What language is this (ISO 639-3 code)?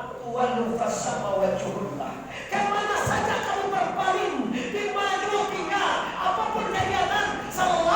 min